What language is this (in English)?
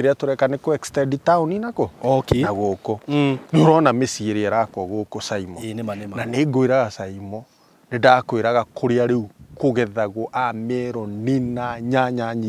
Kikuyu